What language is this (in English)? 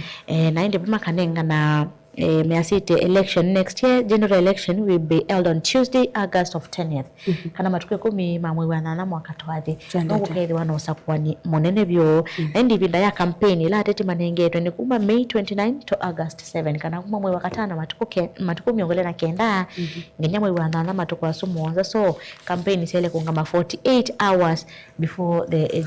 Kamba